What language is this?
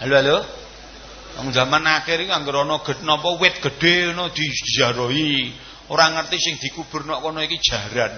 Javanese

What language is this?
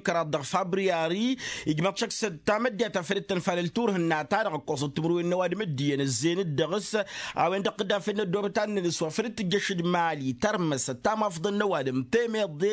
Tamasheq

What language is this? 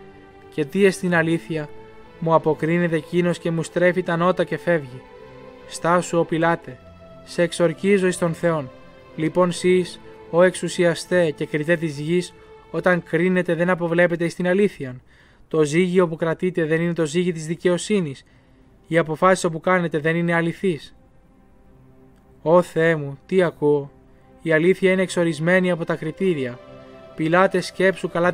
Greek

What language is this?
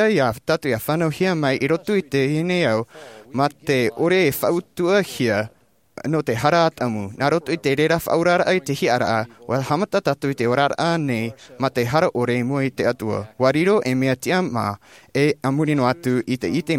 Tahitian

